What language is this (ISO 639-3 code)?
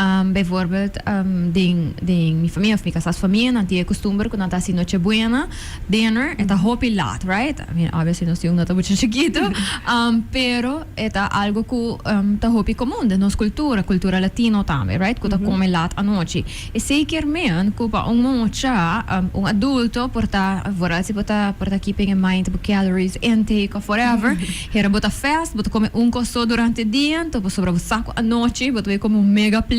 pap